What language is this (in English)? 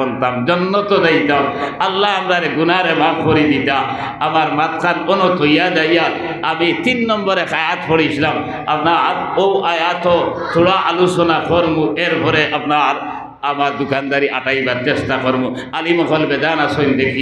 Sylheti